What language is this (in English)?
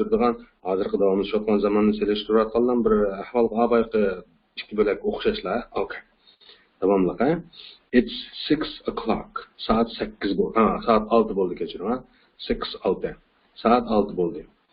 Uyghur